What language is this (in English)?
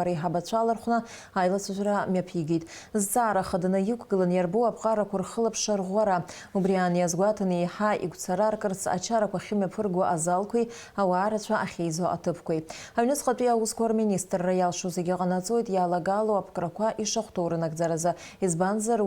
Abkhazian